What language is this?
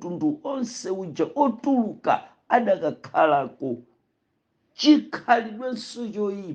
Nyanja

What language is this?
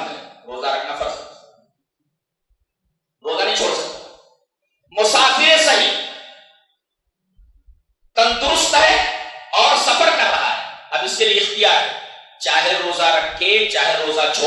Urdu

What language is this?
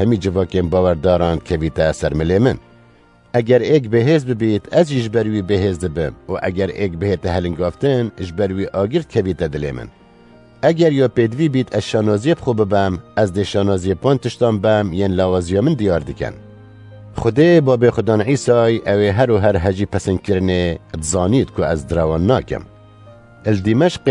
Kurdish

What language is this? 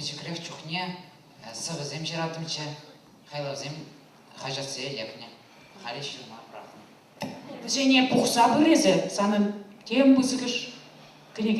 Chuvash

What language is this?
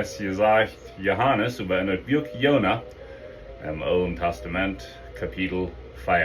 Plautdietsch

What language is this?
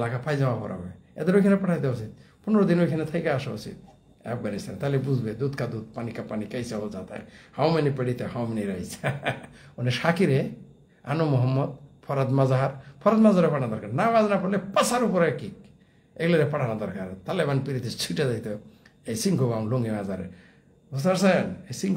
Bangla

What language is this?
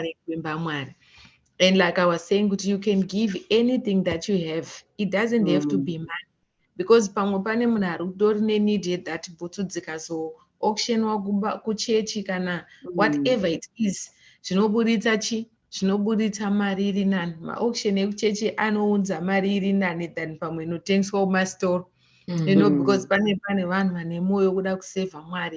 Shona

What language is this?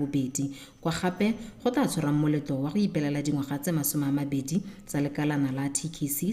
Tswana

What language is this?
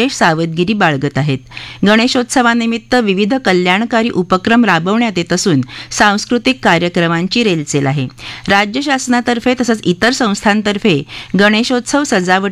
Marathi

